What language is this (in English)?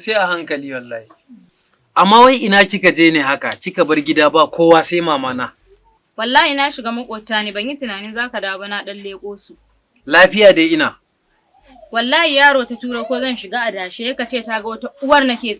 Hausa